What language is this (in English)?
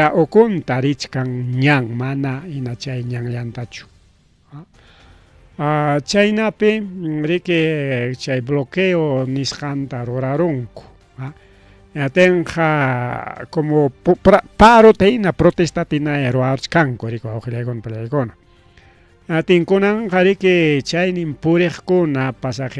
Ayacucho Quechua